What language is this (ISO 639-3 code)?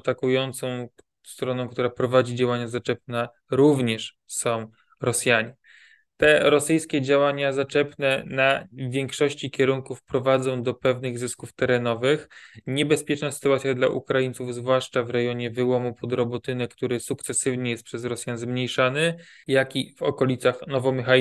pol